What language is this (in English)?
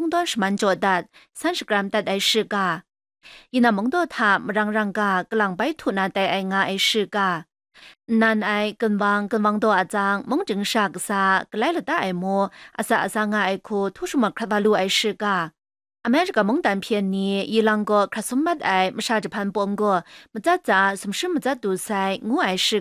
Kachin